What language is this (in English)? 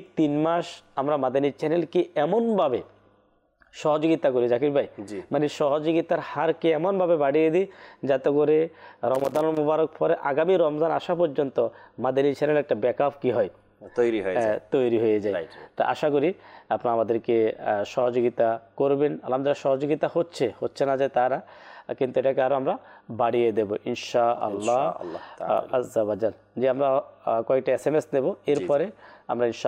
Bangla